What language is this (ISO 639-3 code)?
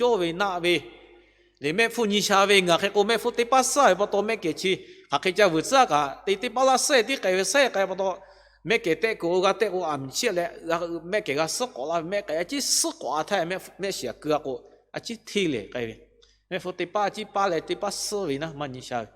lhu